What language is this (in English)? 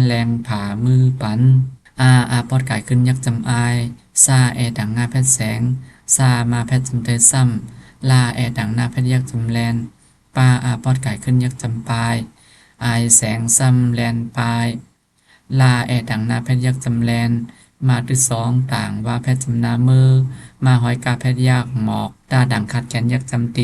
Shan